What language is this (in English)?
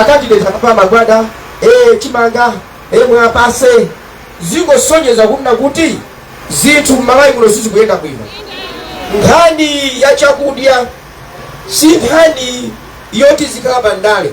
Nyanja